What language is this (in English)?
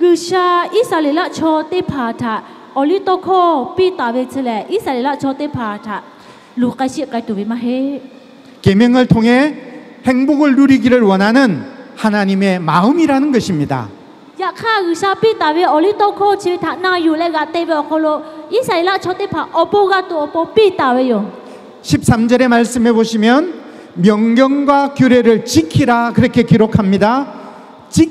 Lahu